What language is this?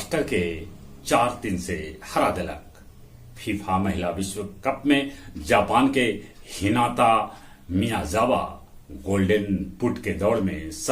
Magahi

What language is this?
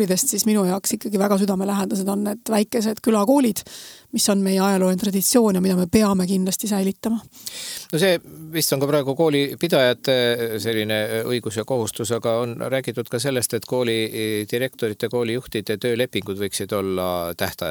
Estonian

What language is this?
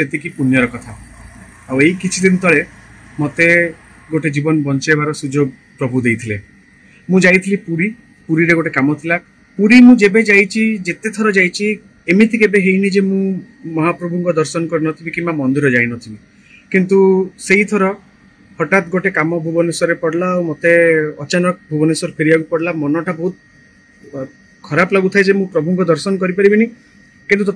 Odia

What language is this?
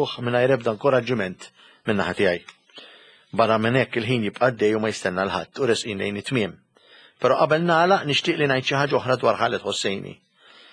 Maltese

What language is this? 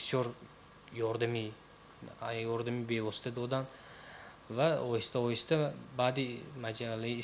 Tajik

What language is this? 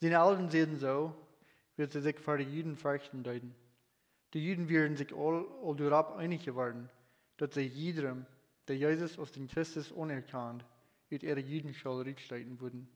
Plautdietsch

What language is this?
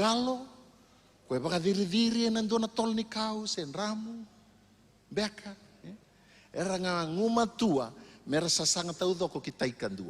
Fijian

